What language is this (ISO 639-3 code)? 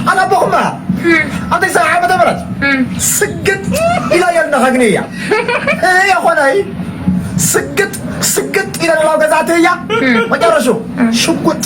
tir